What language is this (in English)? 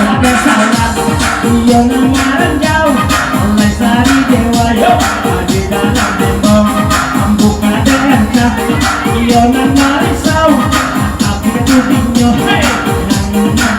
Minangkabau